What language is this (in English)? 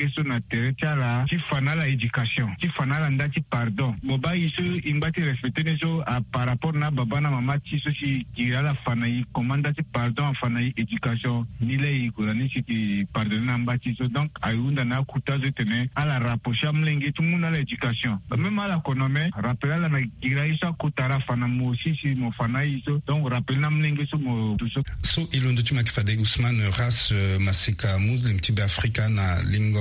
Sango